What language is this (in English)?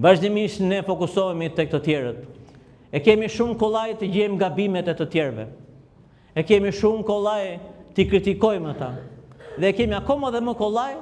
Albanian